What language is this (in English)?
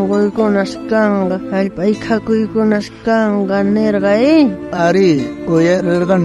South Bolivian Quechua